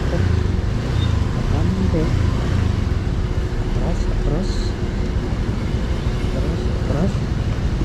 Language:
Filipino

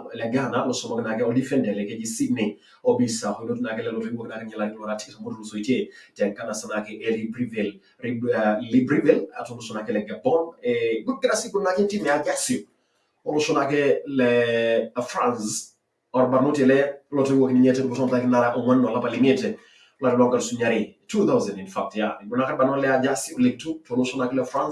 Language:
Masai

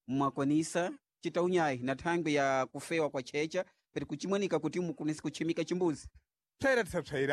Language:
Sena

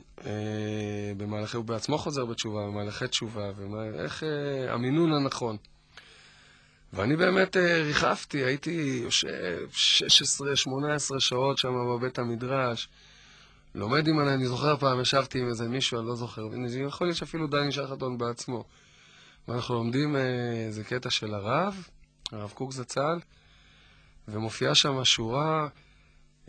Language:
Hebrew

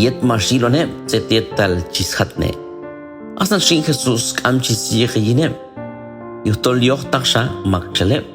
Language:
Q'anjob'al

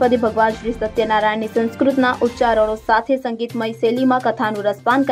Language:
Gujarati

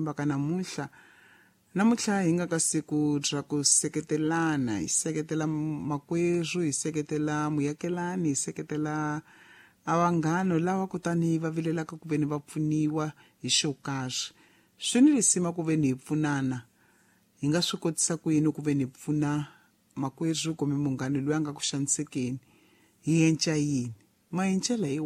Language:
Tsonga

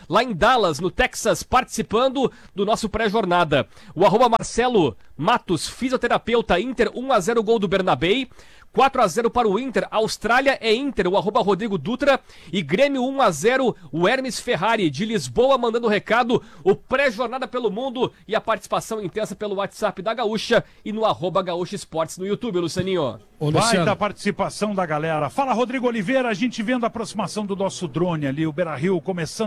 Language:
Portuguese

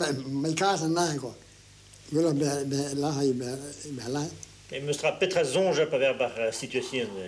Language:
Breton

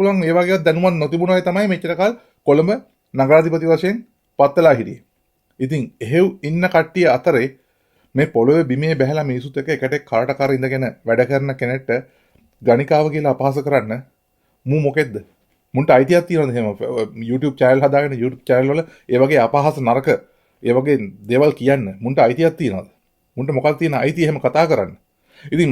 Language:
Sinhala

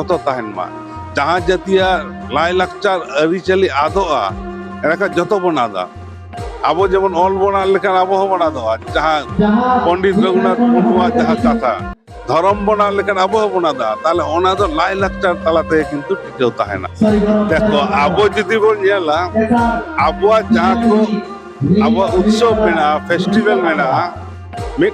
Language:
Santali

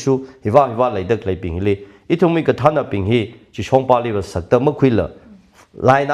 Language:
Tangkhul Naga (India)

